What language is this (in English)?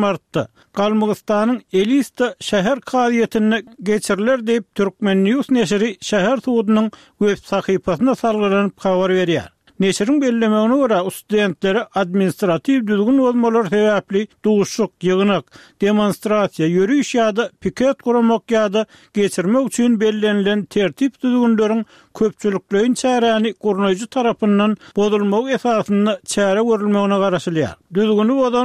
Turkmen